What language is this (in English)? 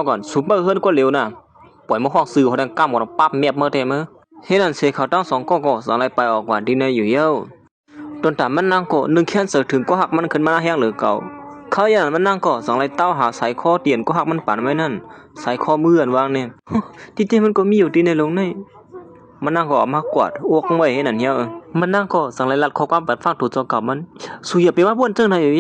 Shan